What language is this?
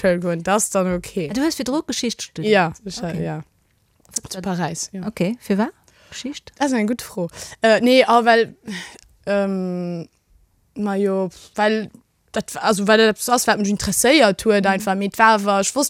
Luxembourgish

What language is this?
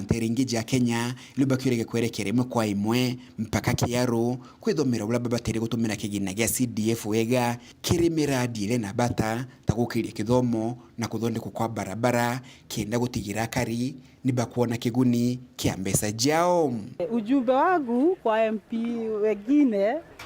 Meru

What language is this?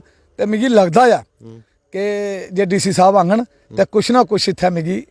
Dogri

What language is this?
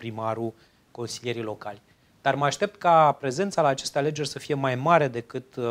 Romanian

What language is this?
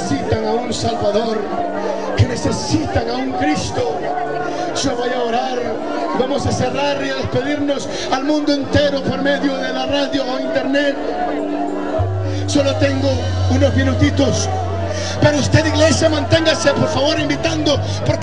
Spanish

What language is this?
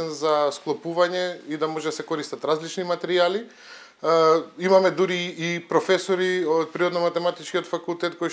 Macedonian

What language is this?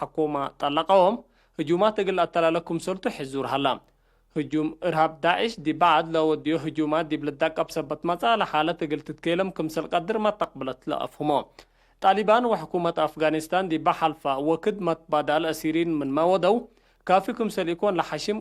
Tigre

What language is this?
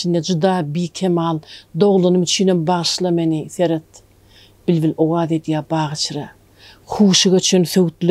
Turkmen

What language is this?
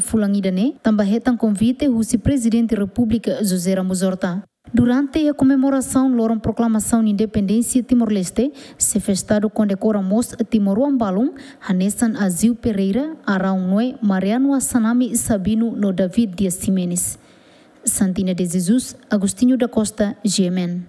Tetum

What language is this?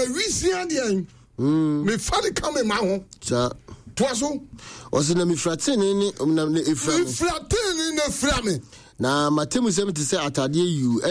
Akan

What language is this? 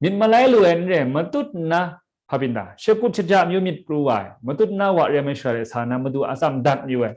Kachin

